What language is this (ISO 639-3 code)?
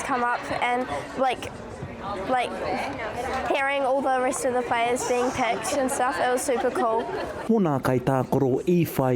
mri